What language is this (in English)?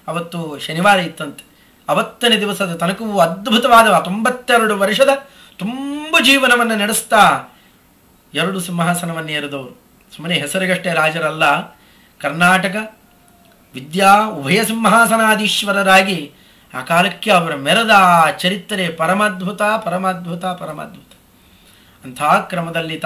Kannada